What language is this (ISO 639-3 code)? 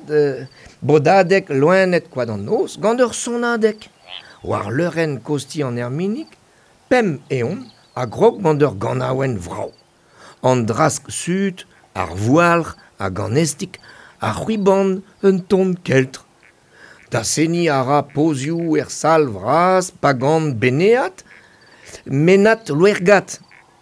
bre